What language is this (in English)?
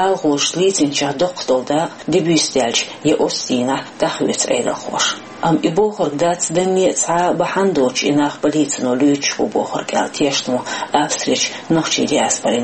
Chechen